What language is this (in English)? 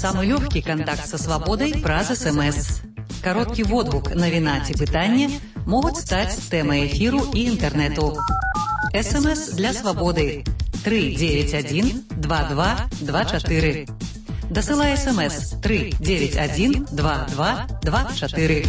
Belarusian